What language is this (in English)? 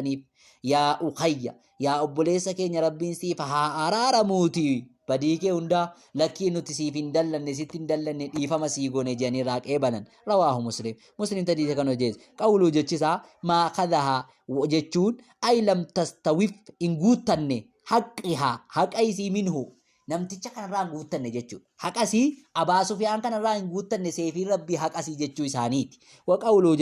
Oromo